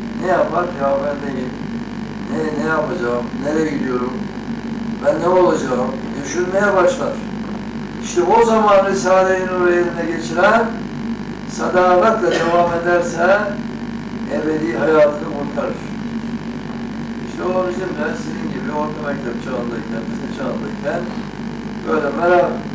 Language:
Turkish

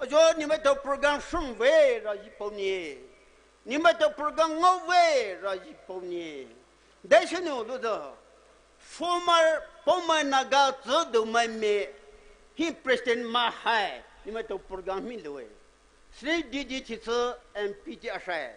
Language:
Poumei Naga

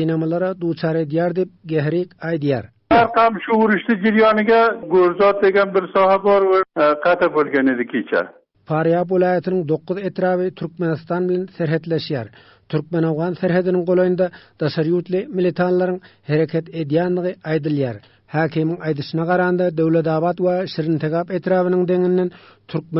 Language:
Turkmen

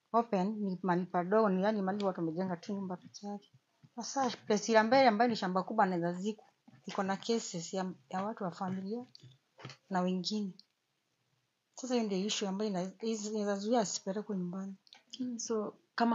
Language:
Swahili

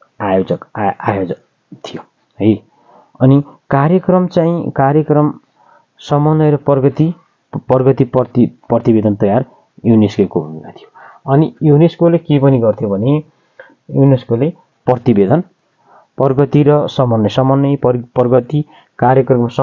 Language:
Nepali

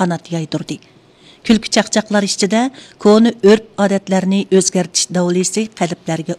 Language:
Uyghur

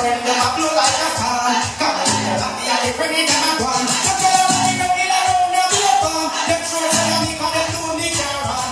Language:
Jamaican Creole English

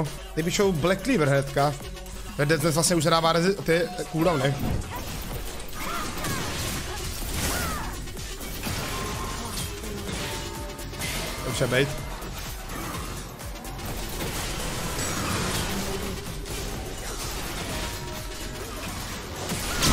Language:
Czech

